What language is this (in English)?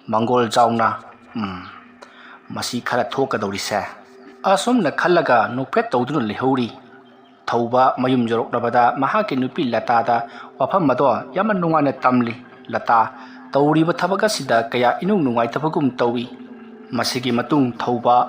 Manipuri